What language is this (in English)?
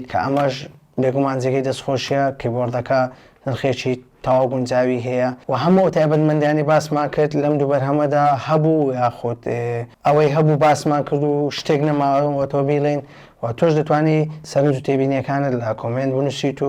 Central Kurdish